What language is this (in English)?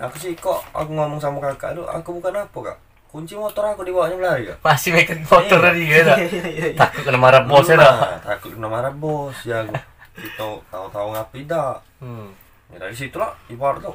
Musi